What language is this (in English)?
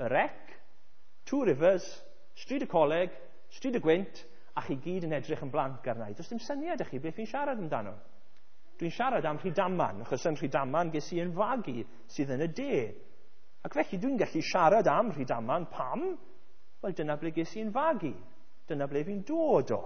Welsh